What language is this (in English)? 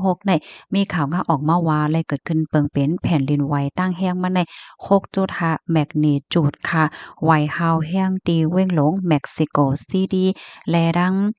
Shan